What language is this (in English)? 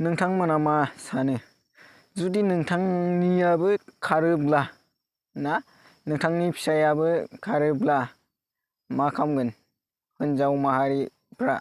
Bodo